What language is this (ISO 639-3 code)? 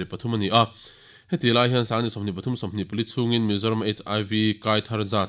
lus